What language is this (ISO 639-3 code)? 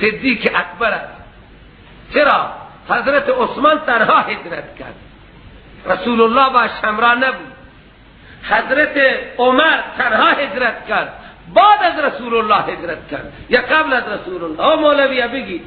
fas